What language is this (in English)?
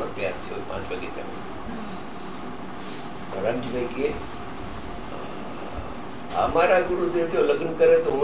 Gujarati